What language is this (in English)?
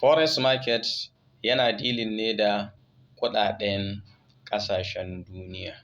Hausa